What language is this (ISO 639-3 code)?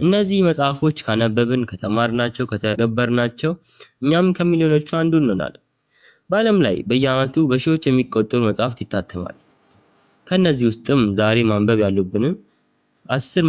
amh